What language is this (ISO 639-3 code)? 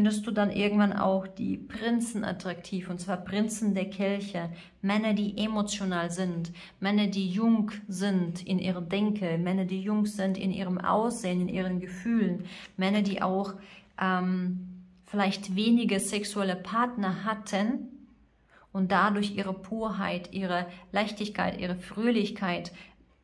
deu